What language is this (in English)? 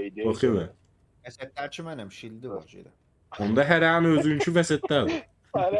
South Azerbaijani